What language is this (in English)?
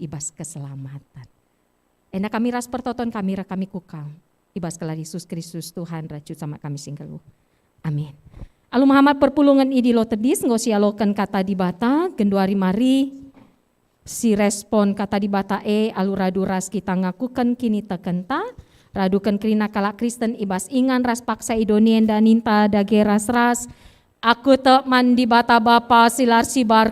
Batak Karo